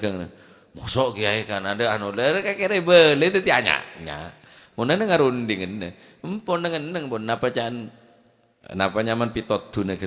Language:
Madurese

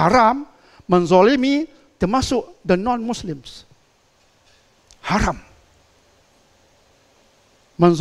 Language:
Malay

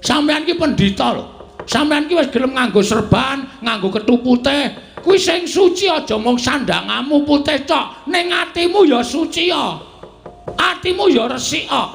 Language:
Javanese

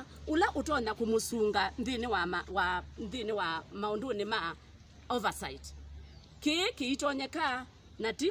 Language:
Kamba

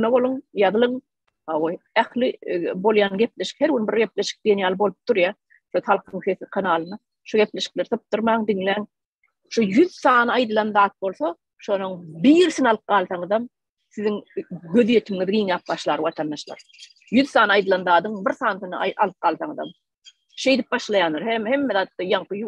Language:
Turkmen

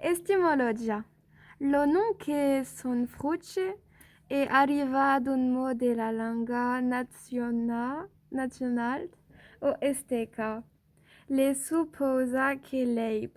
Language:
Occitan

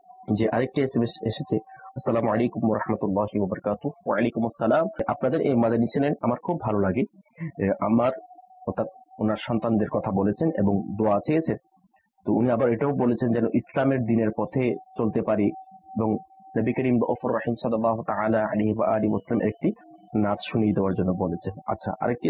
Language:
Bangla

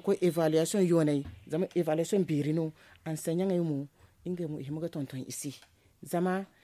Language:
Zarma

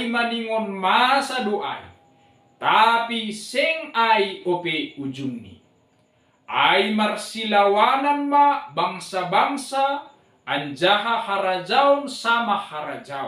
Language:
Batak Simalungun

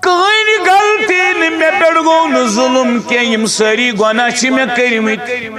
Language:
Kashmiri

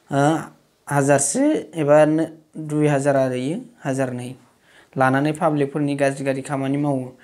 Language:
Bodo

